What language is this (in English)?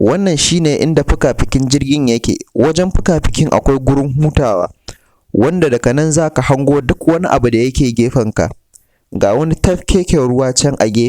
Hausa